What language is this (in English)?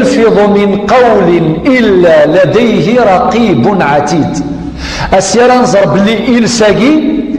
Kabyle